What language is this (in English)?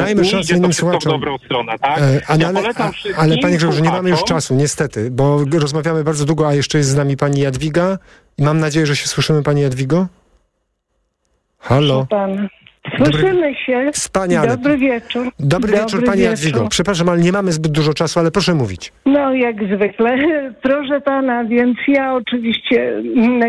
Polish